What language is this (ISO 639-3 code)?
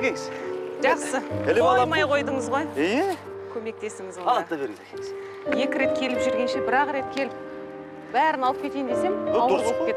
kaz